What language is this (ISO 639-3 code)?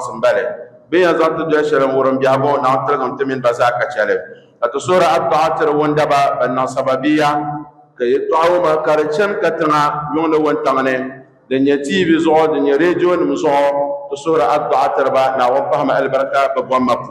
dag